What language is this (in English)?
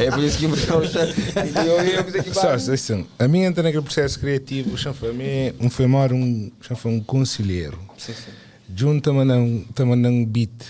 Kabuverdianu